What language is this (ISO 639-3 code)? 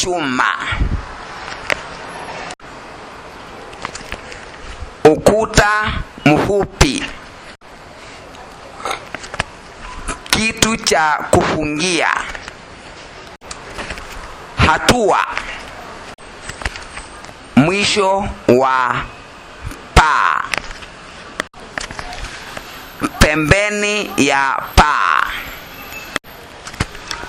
swa